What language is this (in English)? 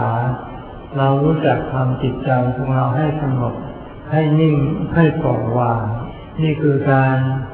Thai